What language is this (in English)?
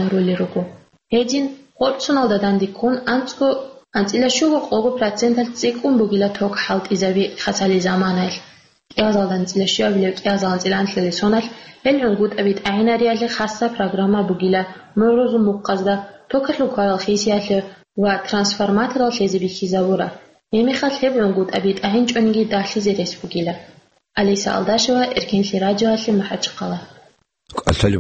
Avaric